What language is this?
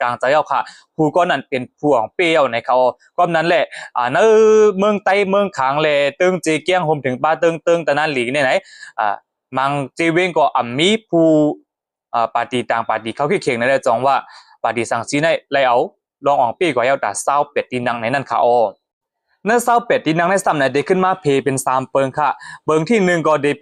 Shan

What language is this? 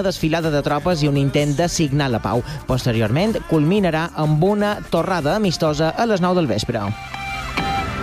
Catalan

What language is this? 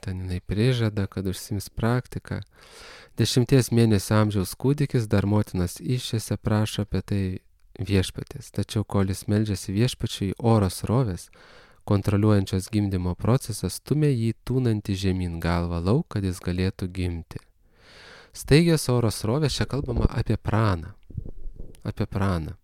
Lithuanian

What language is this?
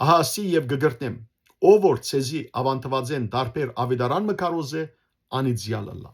Western Armenian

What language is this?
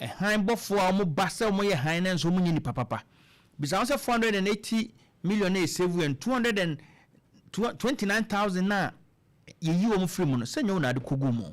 Akan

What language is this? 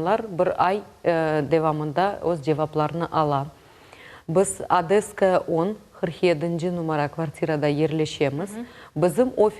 Crimean Tatar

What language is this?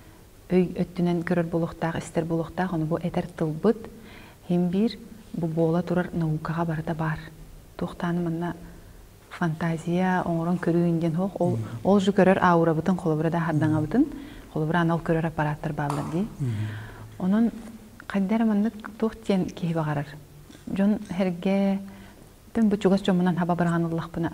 Yakut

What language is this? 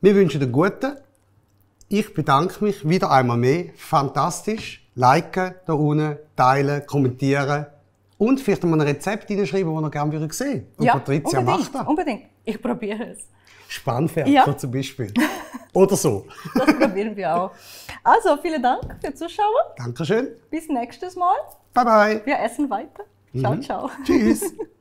Swiss German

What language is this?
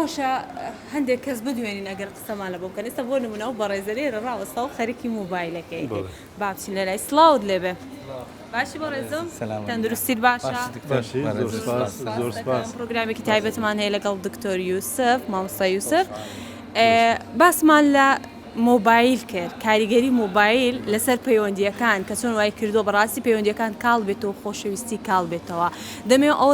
Central Kurdish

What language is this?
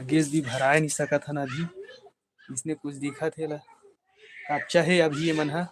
Chhattisgarhi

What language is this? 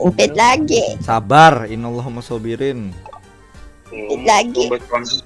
Banjar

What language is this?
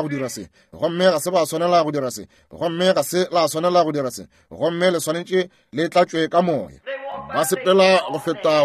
Northern Sotho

